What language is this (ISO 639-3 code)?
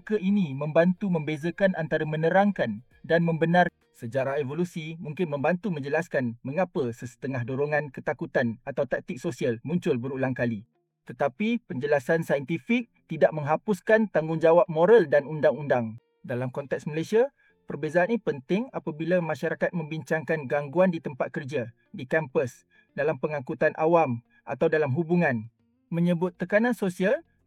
msa